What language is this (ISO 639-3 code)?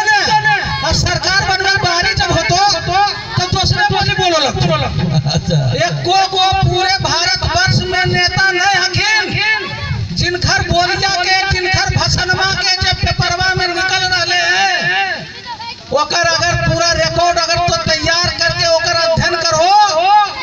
mag